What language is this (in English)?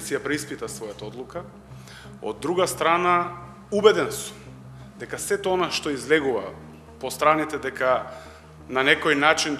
Macedonian